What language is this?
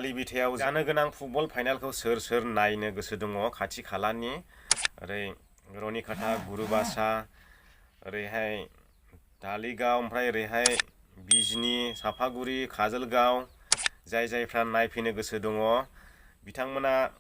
Bodo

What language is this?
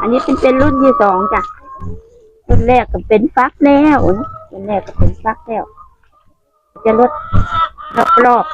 Lao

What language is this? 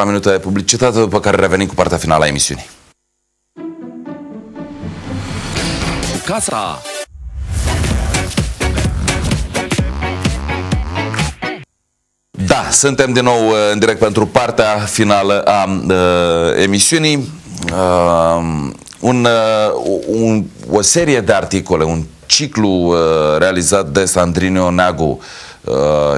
Romanian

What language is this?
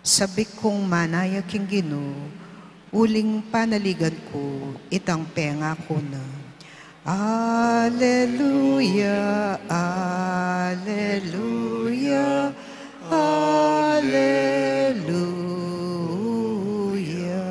Pampanga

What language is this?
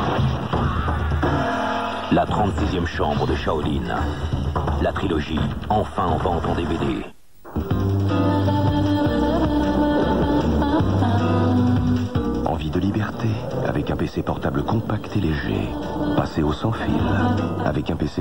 French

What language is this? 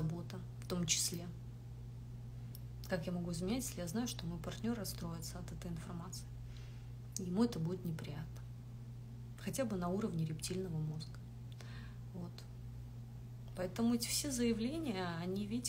Russian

